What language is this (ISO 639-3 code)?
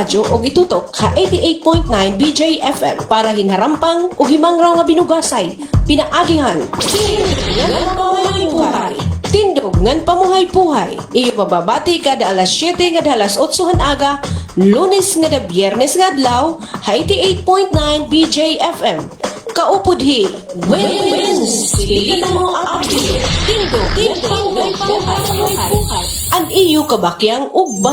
war